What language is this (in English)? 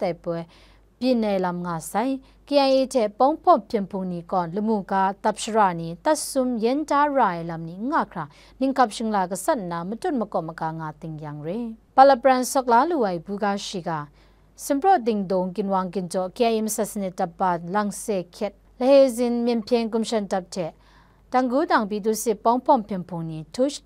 Kachin